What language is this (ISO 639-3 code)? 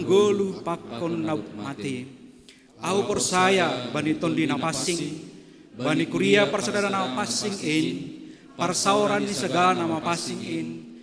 bts